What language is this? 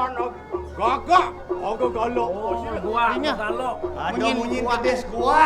Balinese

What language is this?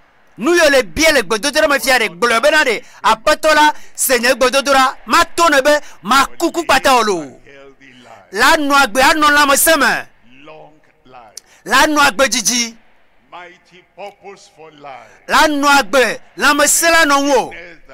Ewe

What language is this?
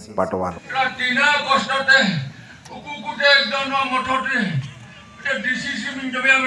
Santali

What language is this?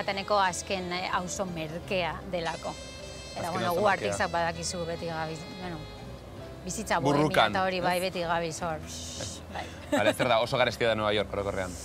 Basque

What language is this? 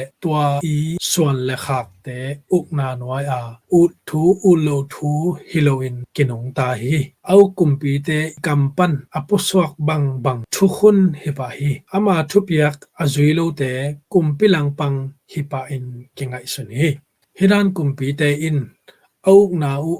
Tedim Chin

